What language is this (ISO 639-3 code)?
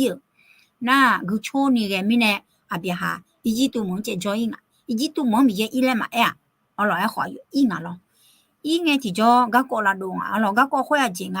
ahk